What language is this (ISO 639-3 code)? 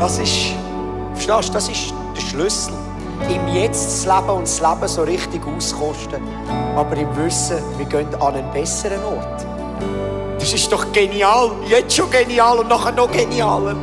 gsw